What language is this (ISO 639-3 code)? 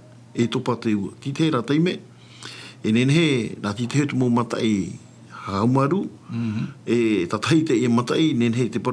tah